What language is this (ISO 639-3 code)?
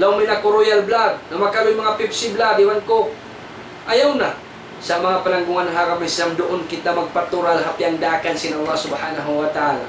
tsg